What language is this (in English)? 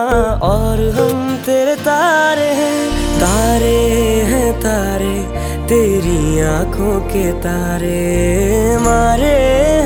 Hindi